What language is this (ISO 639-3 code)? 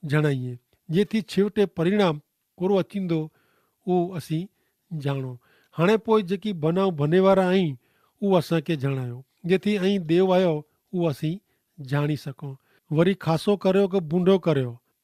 kfr